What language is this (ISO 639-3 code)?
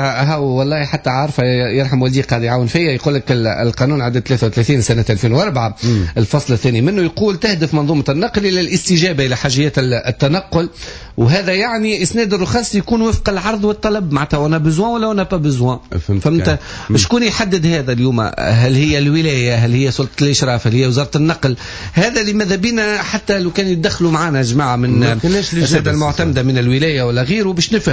aeb